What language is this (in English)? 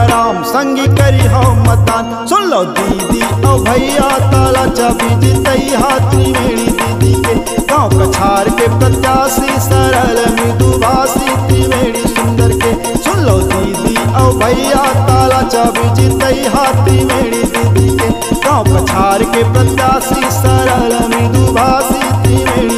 Chhattisgarhi